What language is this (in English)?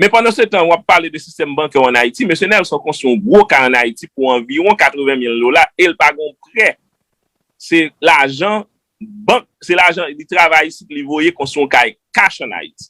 Haitian Creole